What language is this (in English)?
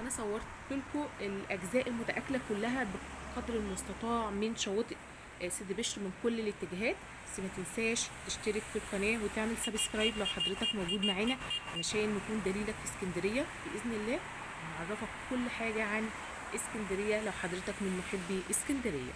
Egyptian Arabic